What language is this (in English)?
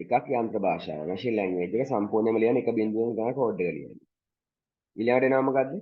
Sinhala